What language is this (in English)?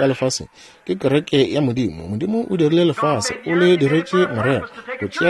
Northern Sotho